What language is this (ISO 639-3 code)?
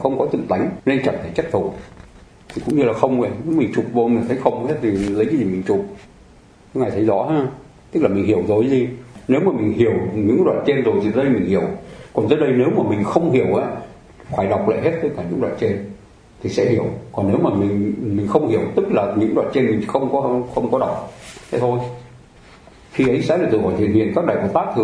vie